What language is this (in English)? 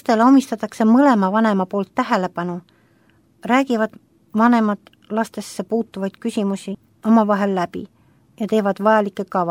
Estonian